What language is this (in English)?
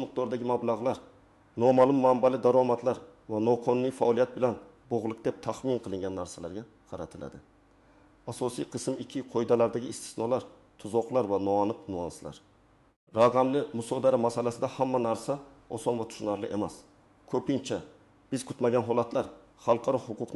Uzbek